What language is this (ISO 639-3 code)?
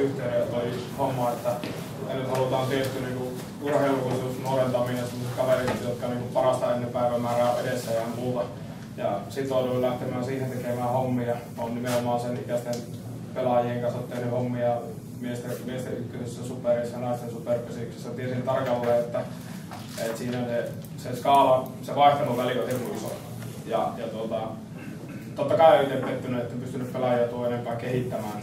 fin